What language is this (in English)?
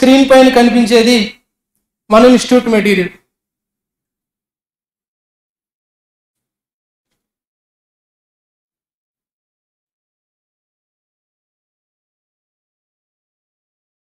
Telugu